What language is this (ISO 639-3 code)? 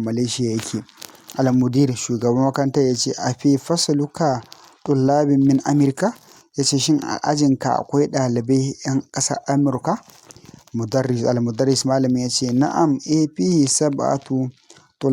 hau